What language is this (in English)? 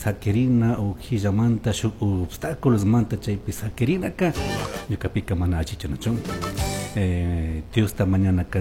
Chimborazo Highland Quichua